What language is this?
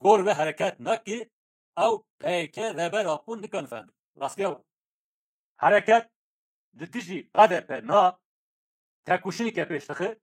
Kurdish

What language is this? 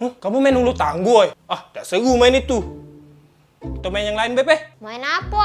Musi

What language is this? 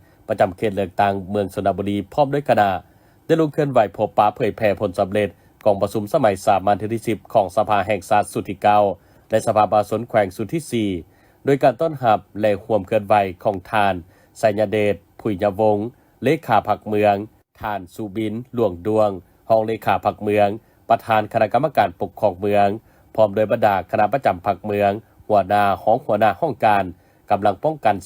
Lao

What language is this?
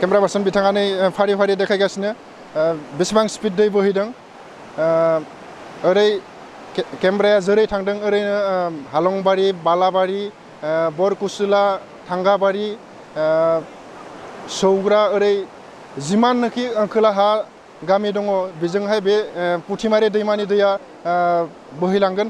Bodo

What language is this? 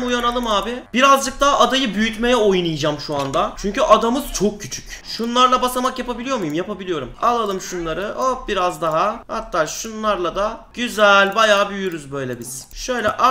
Turkish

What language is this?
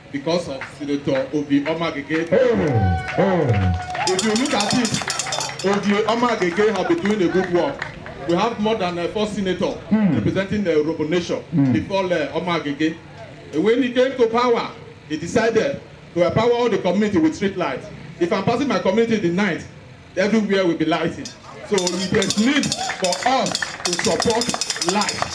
Nigerian Pidgin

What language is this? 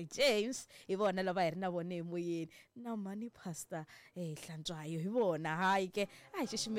Tsonga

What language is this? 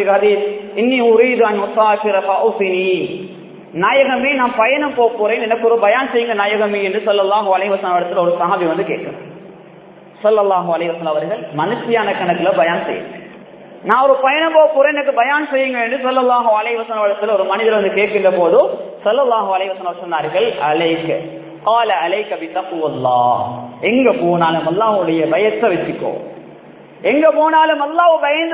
Tamil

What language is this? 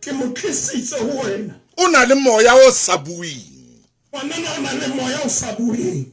Southern Sotho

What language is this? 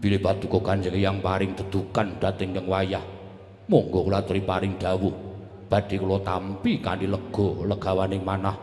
Javanese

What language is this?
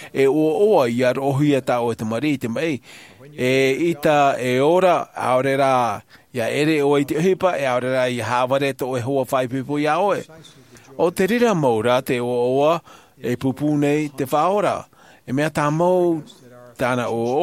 Tahitian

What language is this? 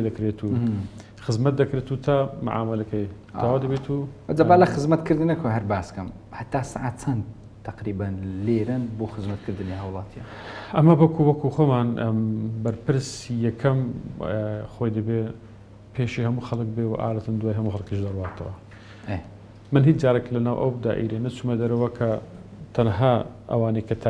Central Kurdish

